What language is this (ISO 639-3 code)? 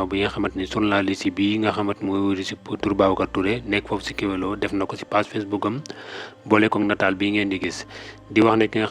wol